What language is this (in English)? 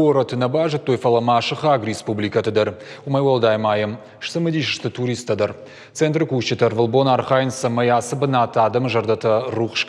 Ossetic